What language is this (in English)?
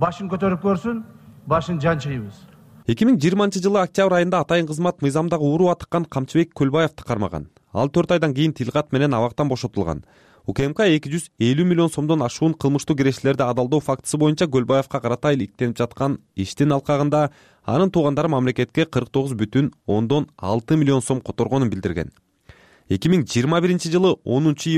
Kyrgyz